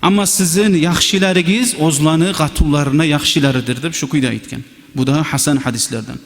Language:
Kumyk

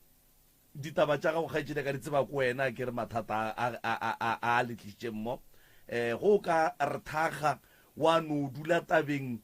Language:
Northern Sotho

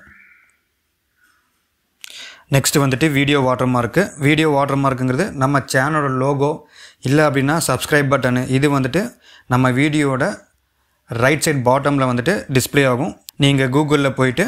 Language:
Tamil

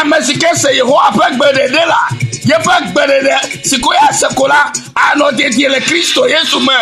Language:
Ewe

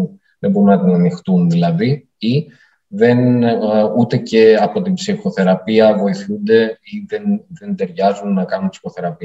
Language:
Greek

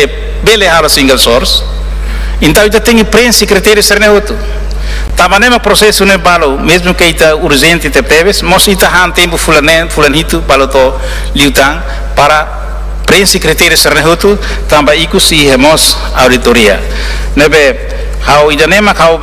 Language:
Tetum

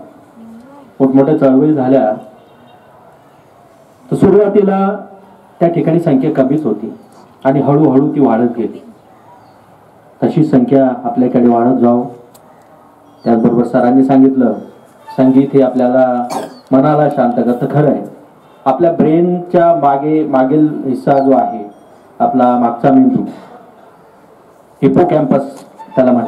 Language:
Marathi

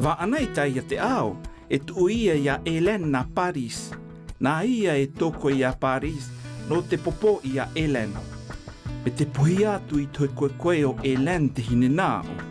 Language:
South Marquesan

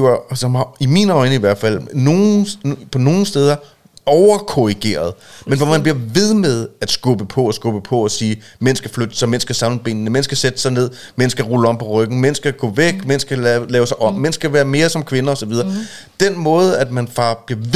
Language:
Danish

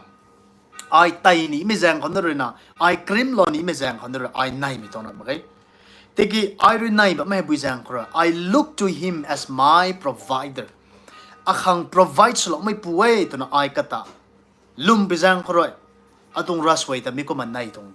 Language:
Rongmei Naga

